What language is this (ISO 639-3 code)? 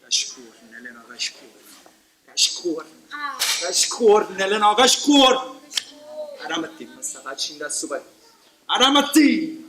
nap